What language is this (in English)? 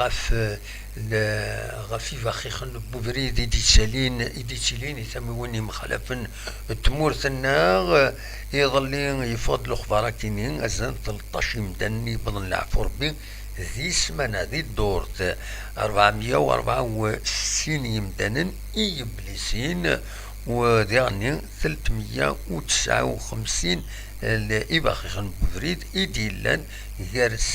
Kabyle